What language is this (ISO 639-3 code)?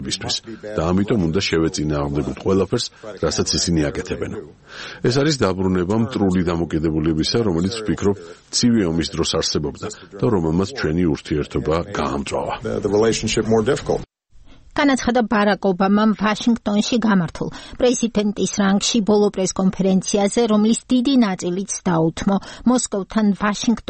kat